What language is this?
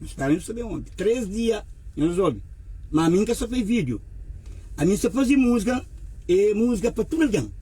Kabuverdianu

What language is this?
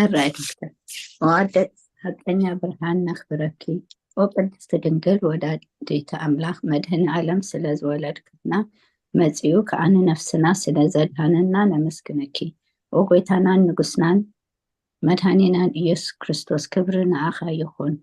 Tigrinya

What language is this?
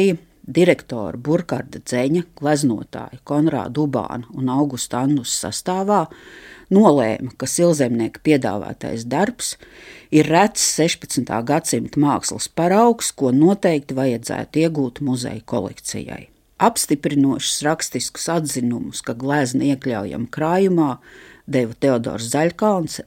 Latvian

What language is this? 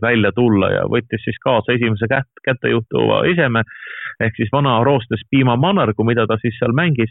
Estonian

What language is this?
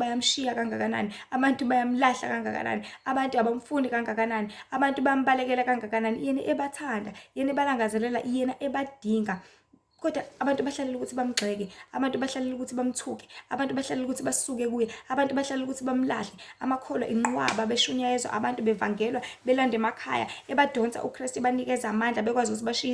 Zulu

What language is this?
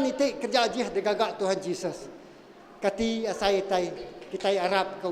Iban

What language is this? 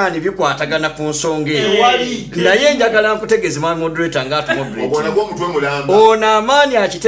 Ganda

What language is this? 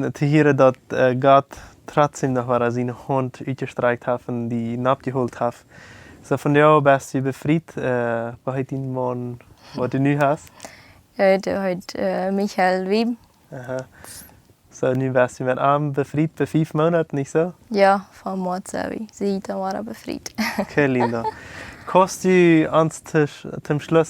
Plautdietsch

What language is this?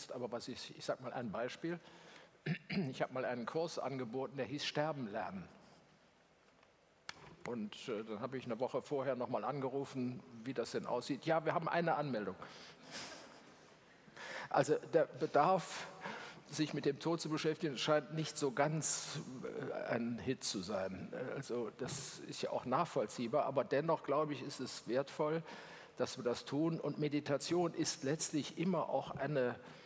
German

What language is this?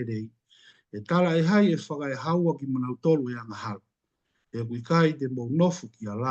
Tongan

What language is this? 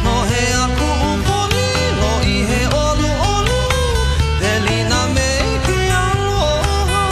Hawaiian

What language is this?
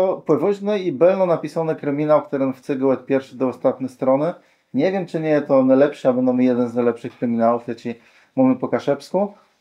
Kashubian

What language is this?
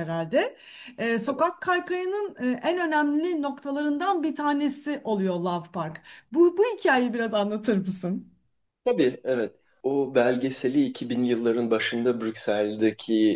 Turkish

